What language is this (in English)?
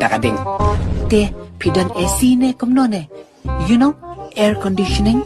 Khasi